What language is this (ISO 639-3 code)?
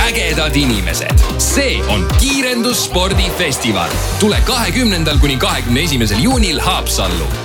est